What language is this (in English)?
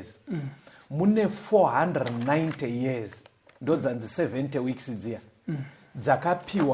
Shona